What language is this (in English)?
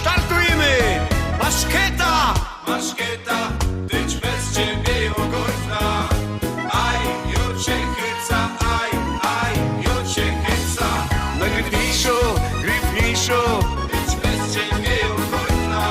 Silesian